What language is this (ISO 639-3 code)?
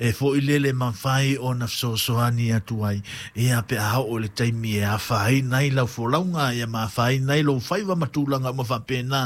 smo